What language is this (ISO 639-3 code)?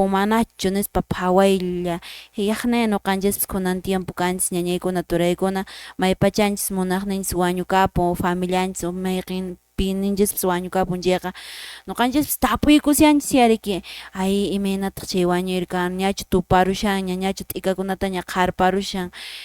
que